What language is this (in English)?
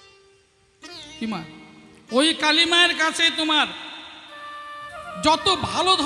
Bangla